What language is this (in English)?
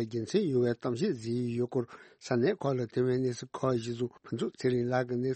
Tibetan